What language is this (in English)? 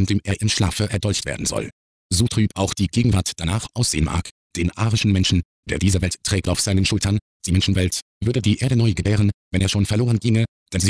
German